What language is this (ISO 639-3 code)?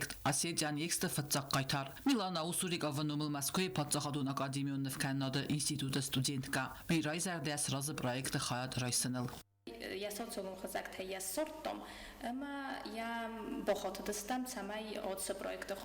oss